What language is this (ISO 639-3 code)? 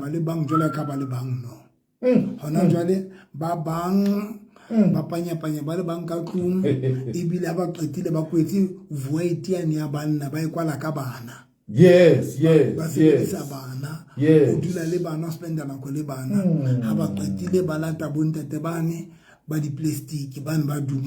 sot